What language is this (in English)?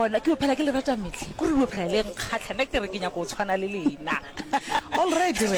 Northern Sotho